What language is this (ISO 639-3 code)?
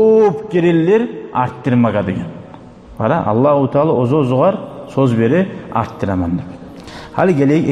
kum